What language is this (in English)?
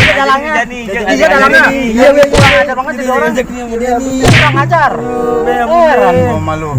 Betawi